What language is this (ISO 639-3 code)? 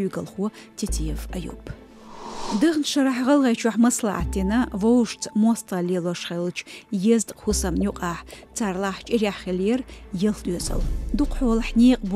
che